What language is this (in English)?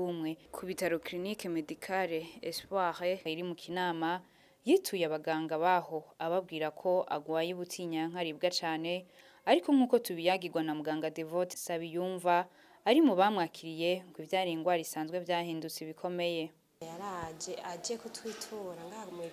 Rundi